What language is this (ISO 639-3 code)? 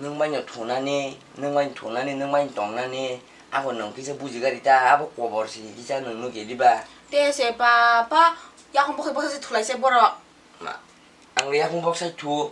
trp